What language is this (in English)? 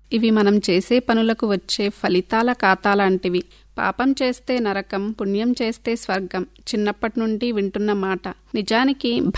Telugu